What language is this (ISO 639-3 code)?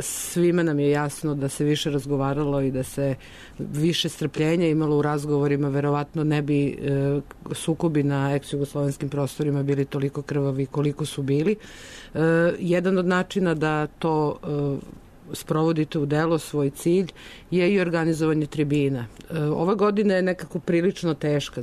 srp